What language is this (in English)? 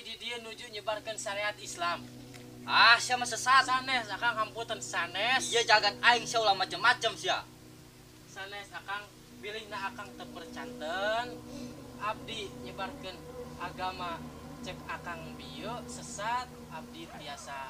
Sundanese